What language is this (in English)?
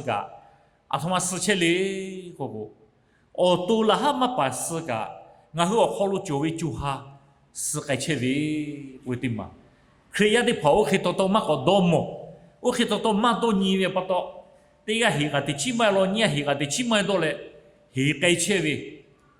Lahu